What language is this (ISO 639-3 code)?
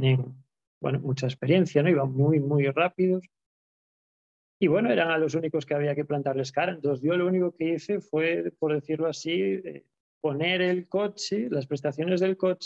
spa